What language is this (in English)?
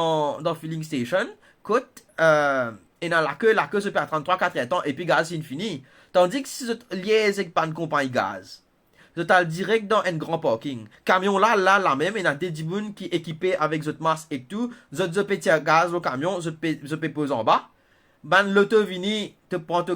Morisyen